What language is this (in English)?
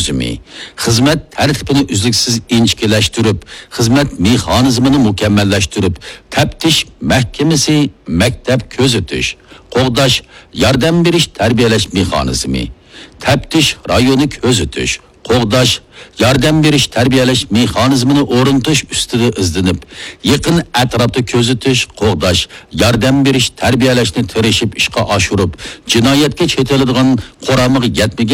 Uyghur